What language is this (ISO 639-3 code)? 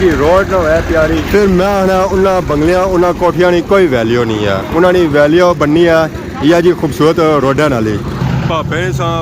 phr